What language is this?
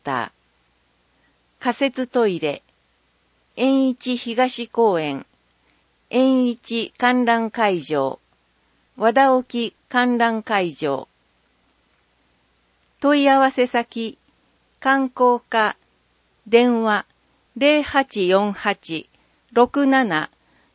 Japanese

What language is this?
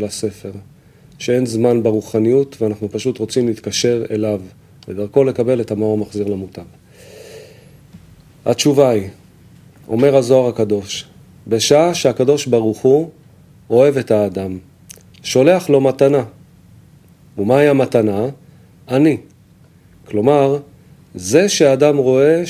Hebrew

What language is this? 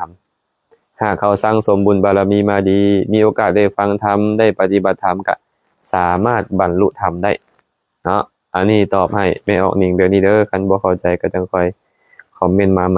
Lao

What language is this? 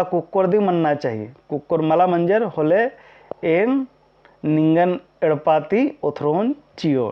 Kurukh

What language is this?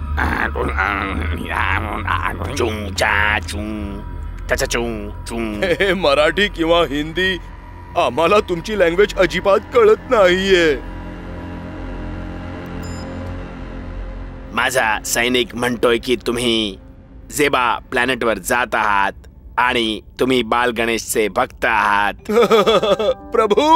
Marathi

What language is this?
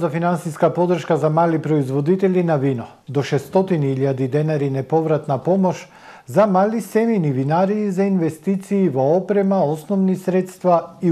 Macedonian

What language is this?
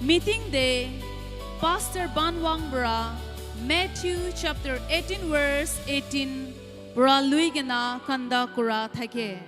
Naga Pidgin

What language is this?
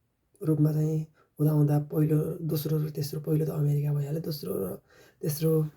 Nepali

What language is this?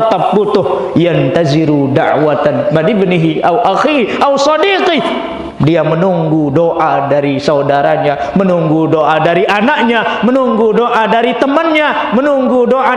Sasak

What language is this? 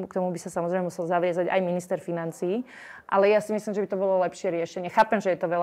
Slovak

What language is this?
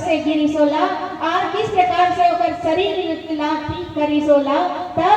Chhattisgarhi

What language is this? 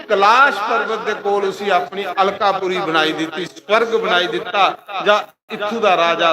Dogri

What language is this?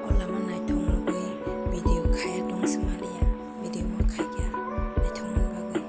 Kok Borok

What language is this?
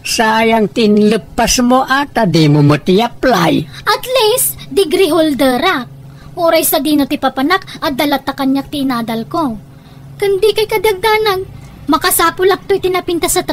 Iloko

